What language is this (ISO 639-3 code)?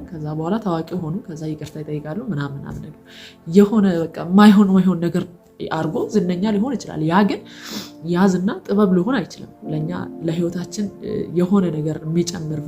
amh